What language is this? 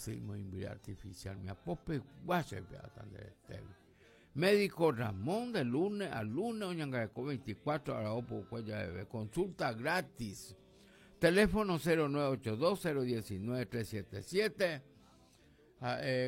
Guarani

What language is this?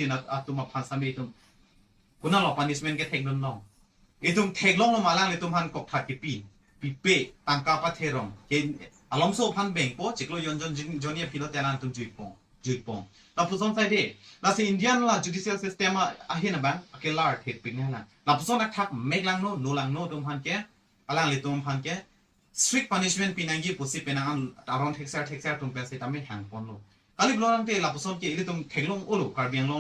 Karbi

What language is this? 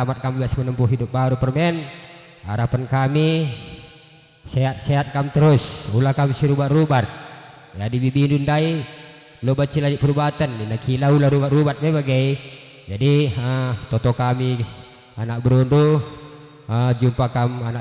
Batak Karo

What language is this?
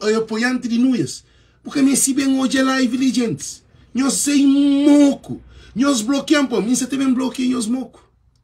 Kabuverdianu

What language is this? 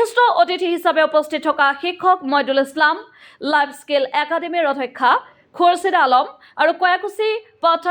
Assamese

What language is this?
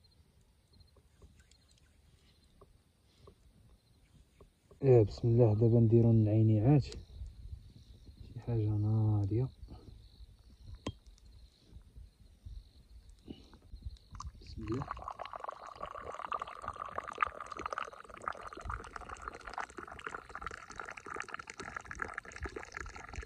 Moroccan Arabic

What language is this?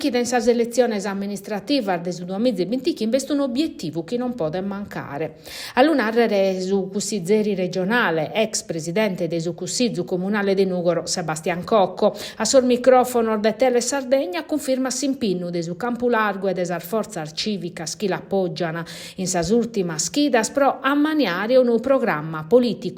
Sardinian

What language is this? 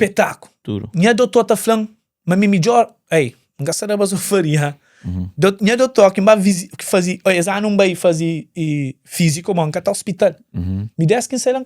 Kabuverdianu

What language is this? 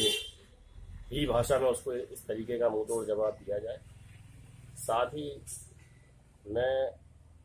Hindi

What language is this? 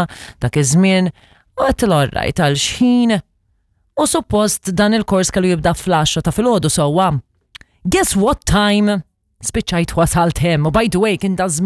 Maltese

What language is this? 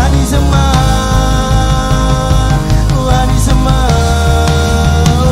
Marshallese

